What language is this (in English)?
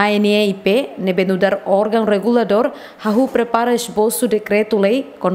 Tetum